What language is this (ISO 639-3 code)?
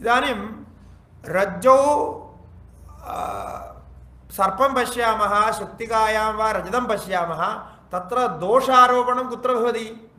san